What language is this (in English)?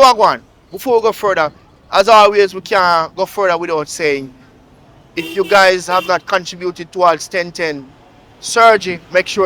Jamaican Creole English